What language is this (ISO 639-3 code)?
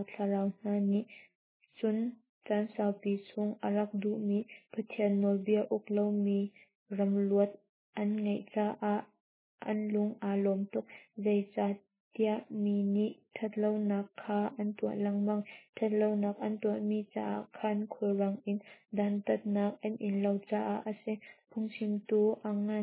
cnh